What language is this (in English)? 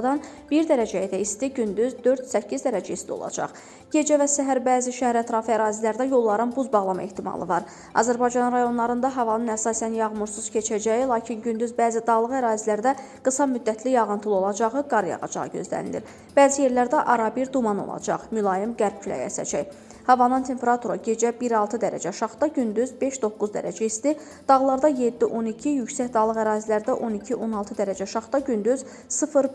Azerbaijani